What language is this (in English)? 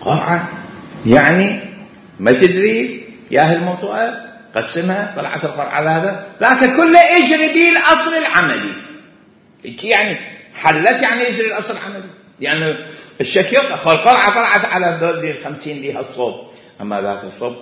Mesopotamian Arabic